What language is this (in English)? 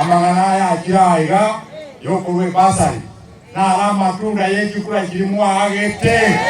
Gusii